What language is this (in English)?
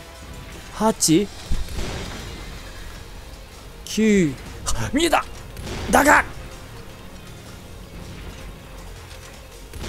Japanese